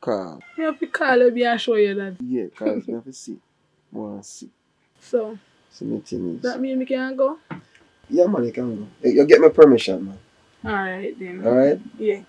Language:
Jamaican Creole English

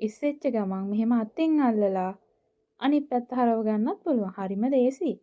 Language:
Sinhala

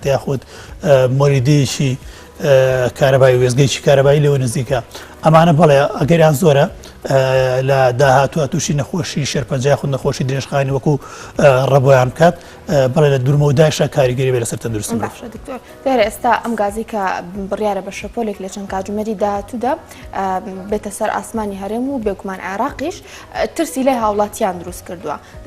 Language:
Central Kurdish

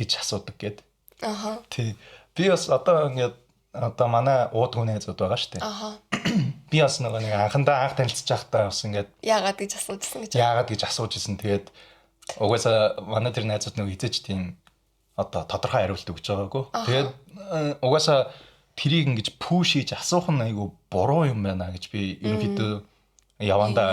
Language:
Mongolian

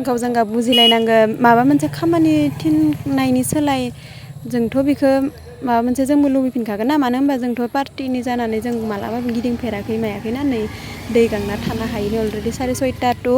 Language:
Bodo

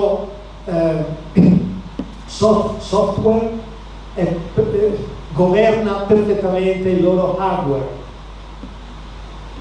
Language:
Italian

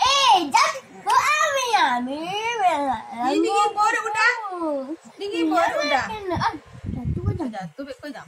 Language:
Minangkabau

